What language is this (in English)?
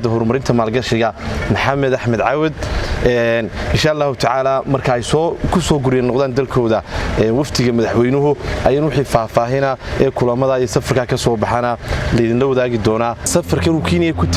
Somali